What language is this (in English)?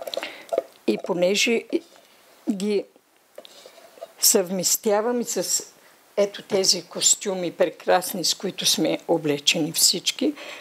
Bulgarian